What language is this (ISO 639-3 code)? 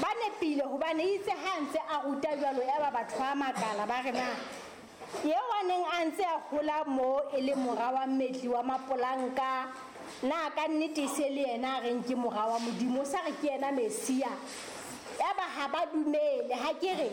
sot